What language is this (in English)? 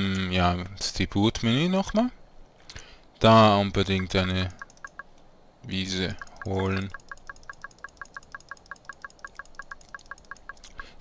German